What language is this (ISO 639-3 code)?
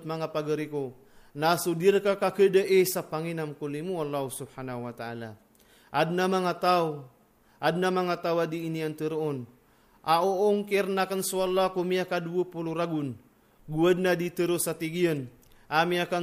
mrw